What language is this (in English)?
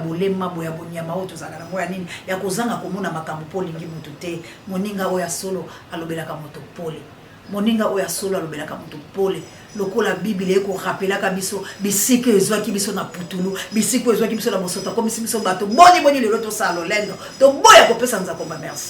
Lingala